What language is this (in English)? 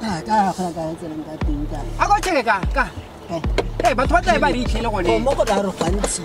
Tswana